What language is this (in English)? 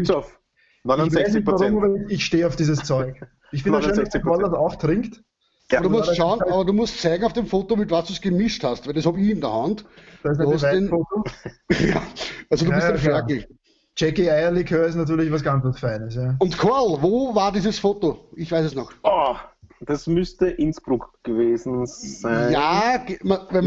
Bavarian